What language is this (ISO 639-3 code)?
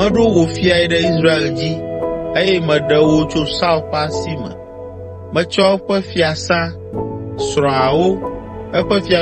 ewe